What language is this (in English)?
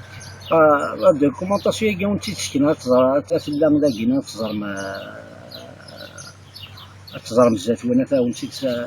Kabyle